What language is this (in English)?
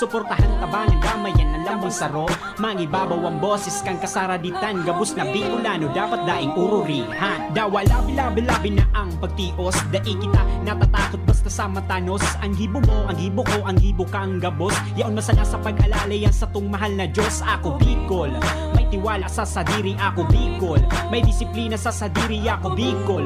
Bikol